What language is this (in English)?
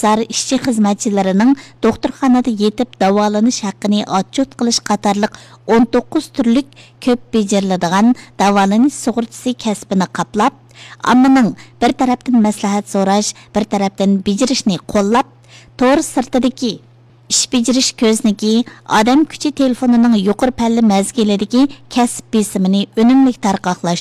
Uyghur